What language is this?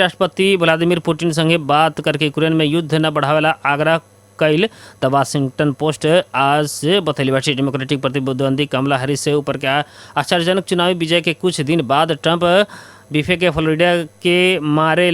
Bhojpuri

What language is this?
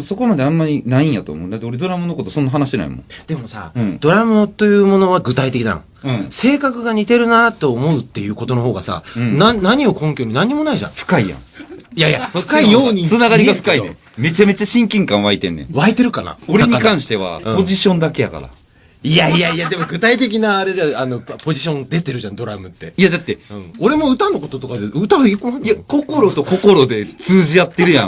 Japanese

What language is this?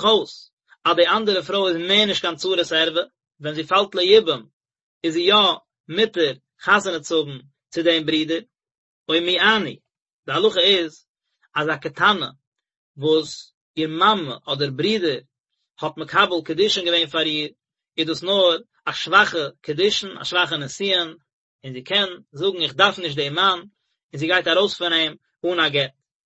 Yiddish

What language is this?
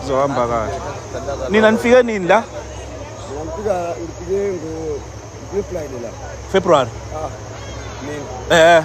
Zulu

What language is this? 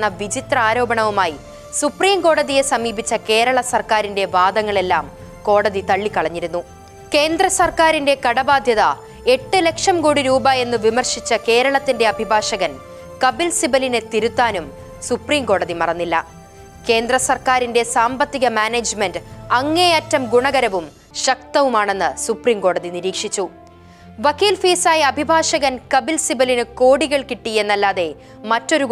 Malayalam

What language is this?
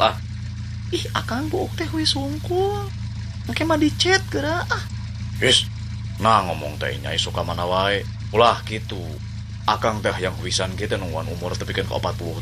Sundanese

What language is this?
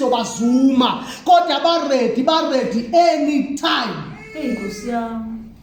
Zulu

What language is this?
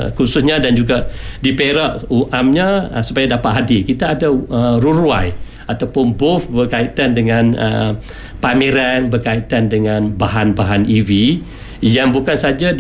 Malay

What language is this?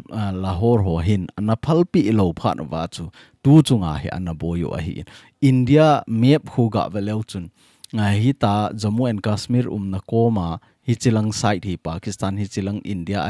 Thado Chin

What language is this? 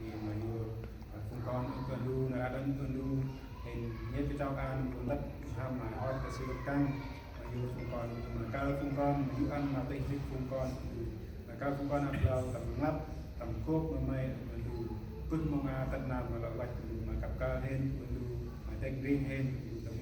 Central Mnong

